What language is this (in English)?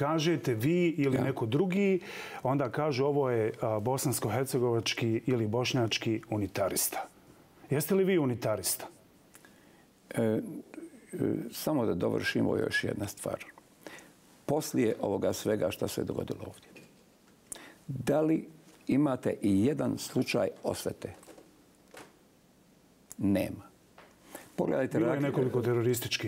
Bosnian